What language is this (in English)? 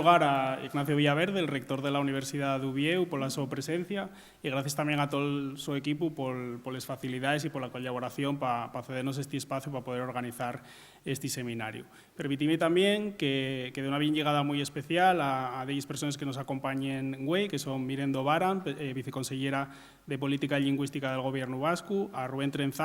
Asturian